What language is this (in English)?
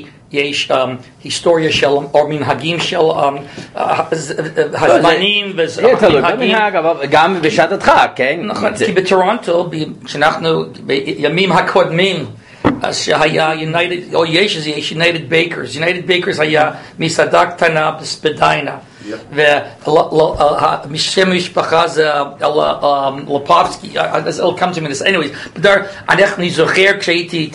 Hebrew